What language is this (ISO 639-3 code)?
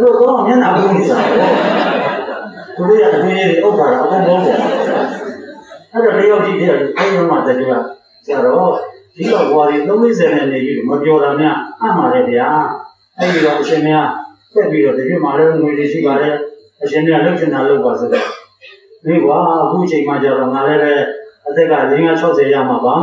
mya